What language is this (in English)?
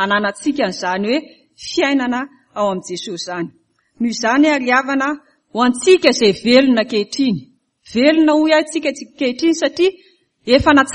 Malagasy